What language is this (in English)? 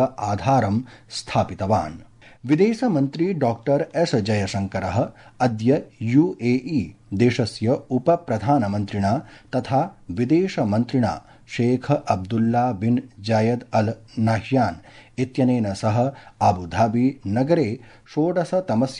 Sanskrit